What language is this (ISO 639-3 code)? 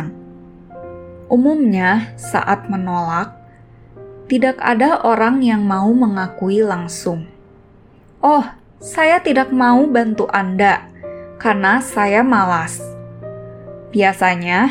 ind